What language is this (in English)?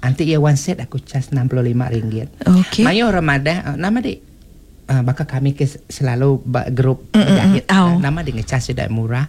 Iban